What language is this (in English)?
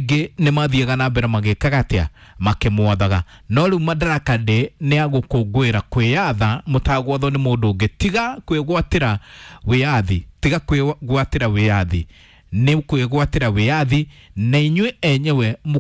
Kikuyu